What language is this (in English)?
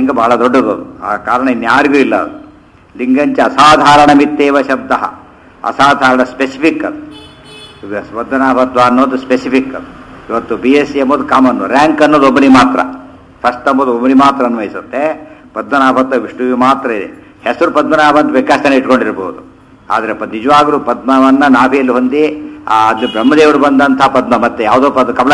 Kannada